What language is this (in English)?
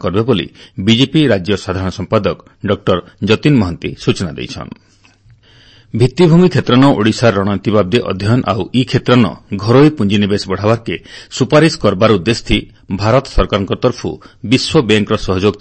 Odia